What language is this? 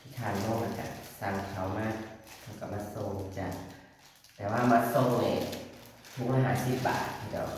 Northeastern Thai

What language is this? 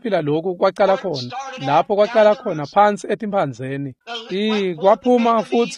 Swati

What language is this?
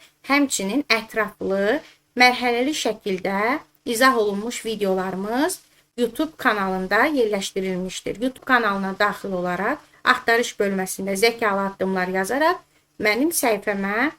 Azerbaijani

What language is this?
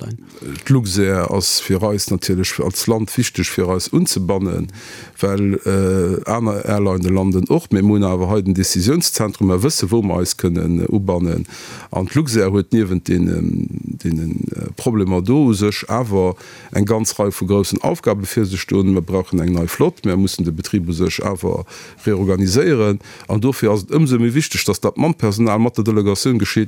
Luxembourgish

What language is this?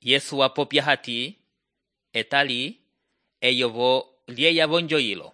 Umbundu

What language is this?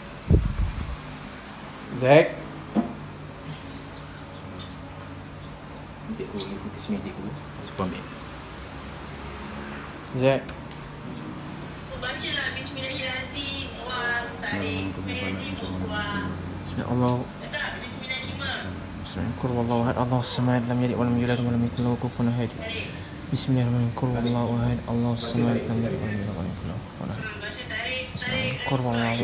Malay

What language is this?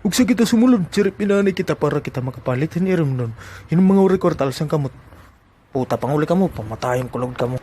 Waray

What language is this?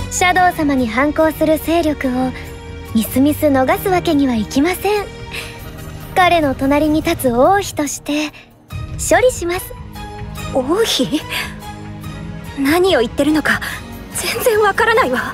Japanese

